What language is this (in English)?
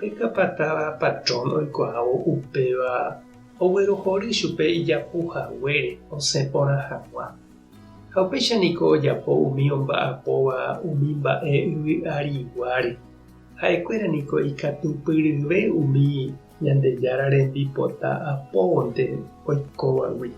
Guarani